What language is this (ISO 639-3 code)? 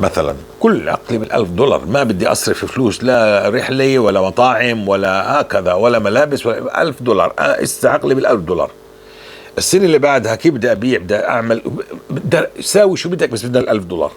apc